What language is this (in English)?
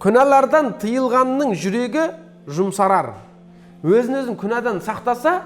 Kazakh